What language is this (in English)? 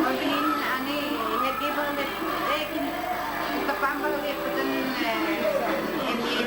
Yakut